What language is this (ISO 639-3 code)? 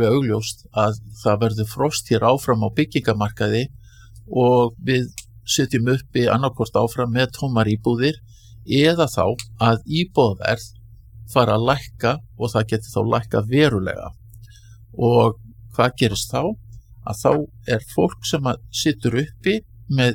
isl